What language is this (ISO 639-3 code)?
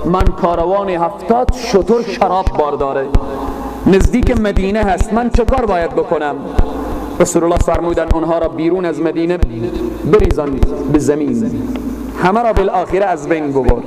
fas